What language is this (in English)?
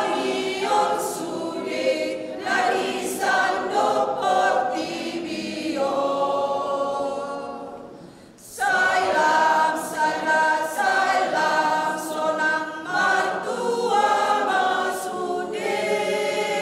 Batak Toba